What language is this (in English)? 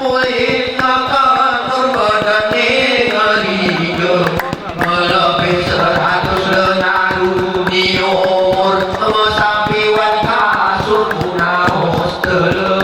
Gayo